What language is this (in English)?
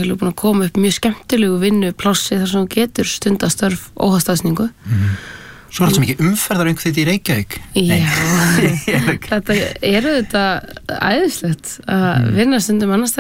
Icelandic